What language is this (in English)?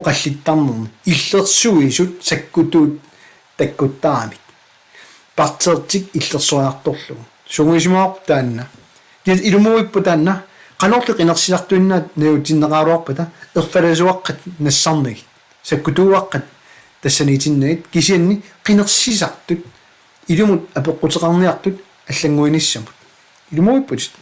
Kalaallisut